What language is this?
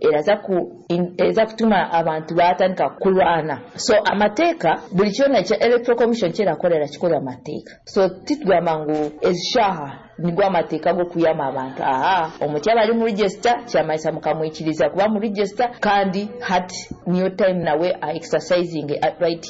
Nyoro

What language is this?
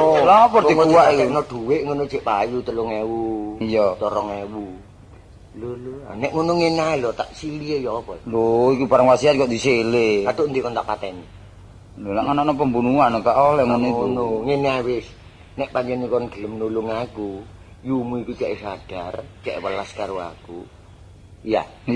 Javanese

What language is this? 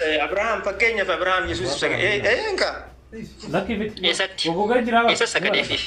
Oromo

